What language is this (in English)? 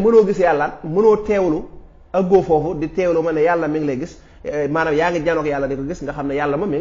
Wolof